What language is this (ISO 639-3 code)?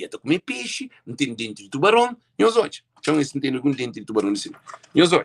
kea